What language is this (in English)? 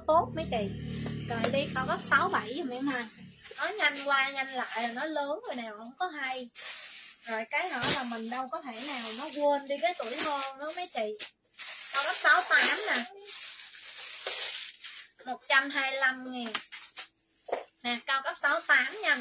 Vietnamese